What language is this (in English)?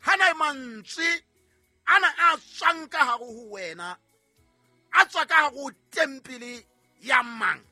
Southern Sotho